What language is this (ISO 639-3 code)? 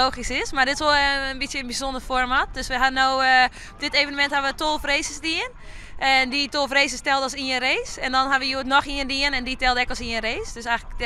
fry